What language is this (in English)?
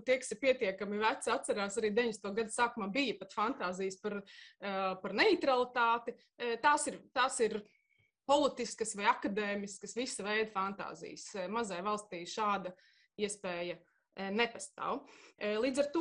Latvian